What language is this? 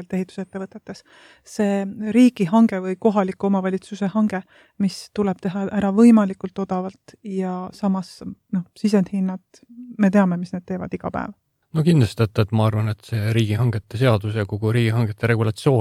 Estonian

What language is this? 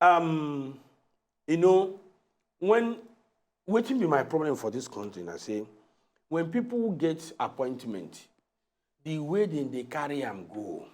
Nigerian Pidgin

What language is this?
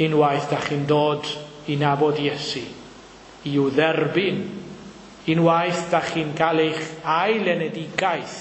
Welsh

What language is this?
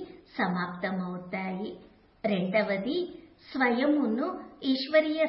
Telugu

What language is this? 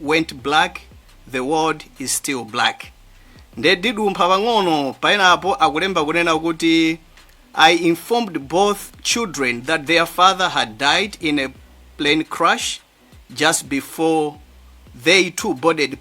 Nyanja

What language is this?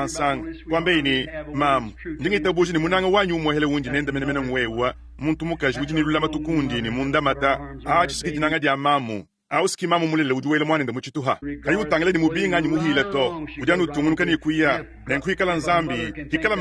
Luba-Lulua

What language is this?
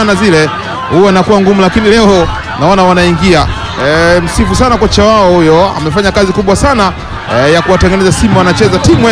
Swahili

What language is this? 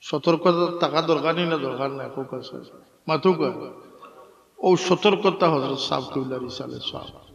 Sylheti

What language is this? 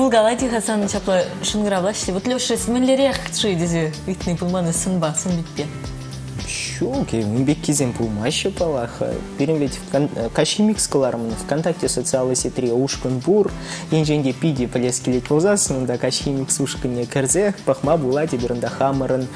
Chuvash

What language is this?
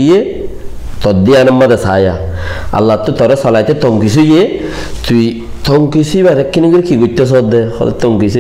Rohingya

